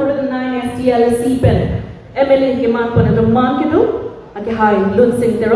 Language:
Karbi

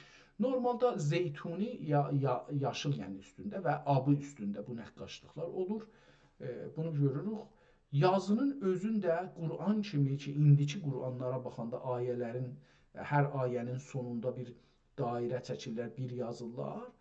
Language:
South Azerbaijani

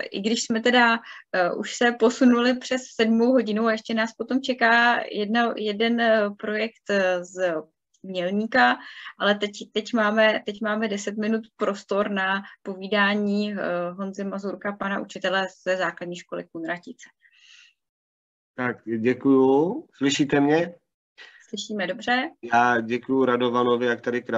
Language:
Czech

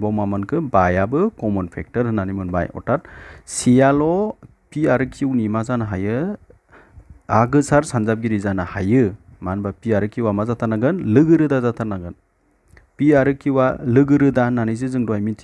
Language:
Bodo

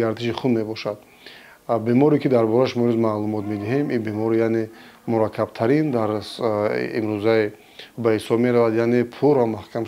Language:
Tajik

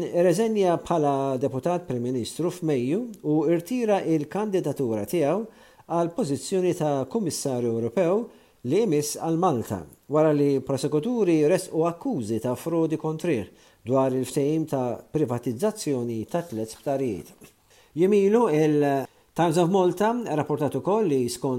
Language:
Maltese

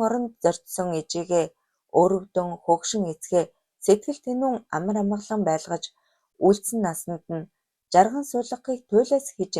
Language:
Mongolian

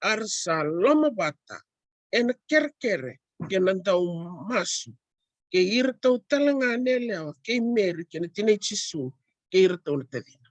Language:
Fijian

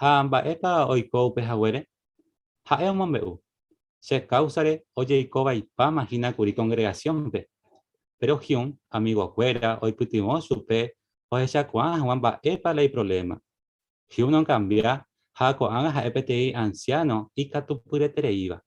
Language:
Guarani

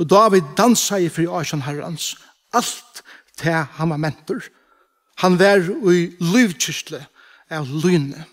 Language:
Faroese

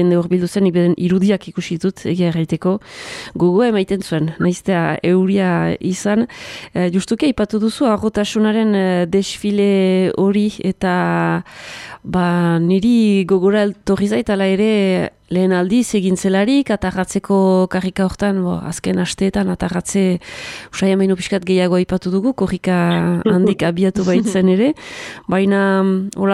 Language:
Basque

